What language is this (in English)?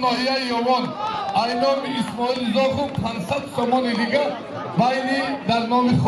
Tajik